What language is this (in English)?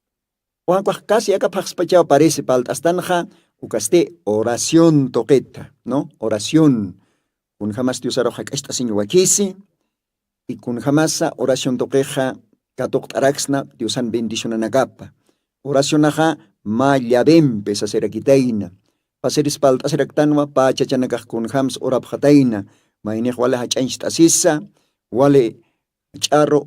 Aymara